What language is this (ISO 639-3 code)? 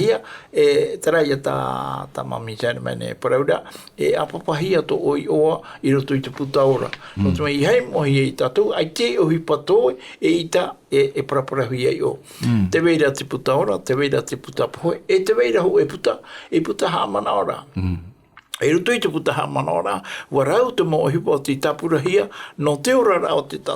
tah